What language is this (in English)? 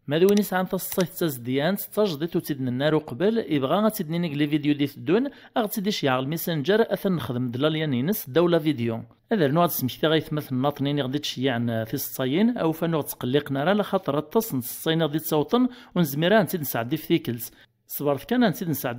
Kabyle